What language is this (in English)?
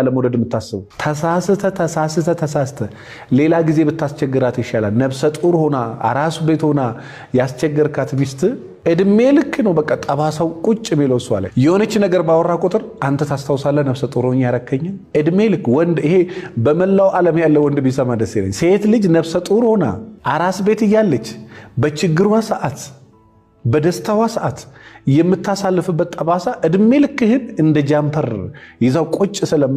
Amharic